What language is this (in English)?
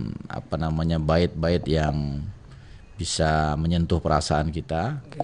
Banjar